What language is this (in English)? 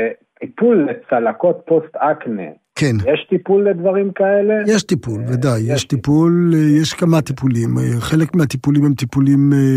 Hebrew